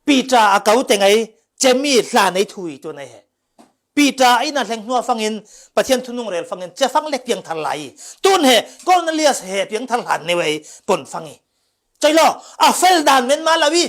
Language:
Falam Chin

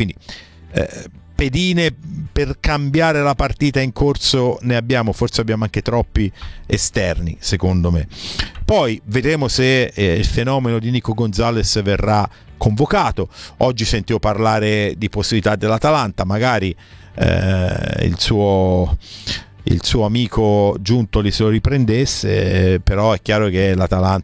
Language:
Italian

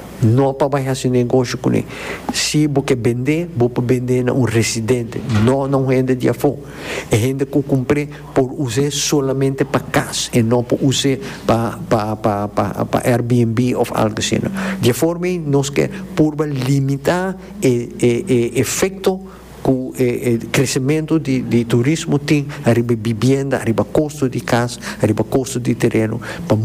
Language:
Papiamento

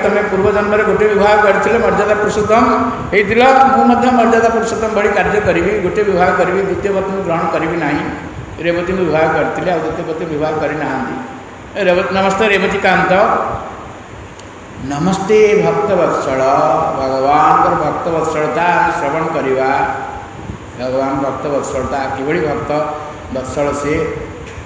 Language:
Odia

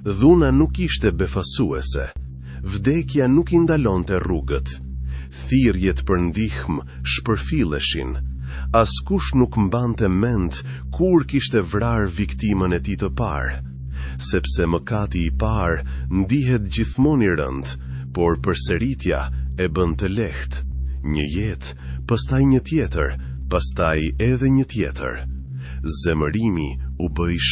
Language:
Albanian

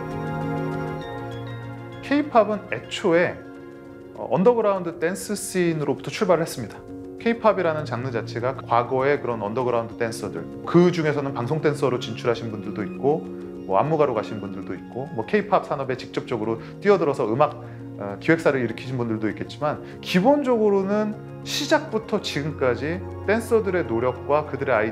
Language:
Korean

